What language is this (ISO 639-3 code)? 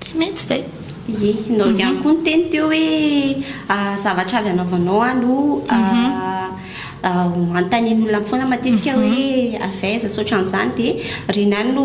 mlg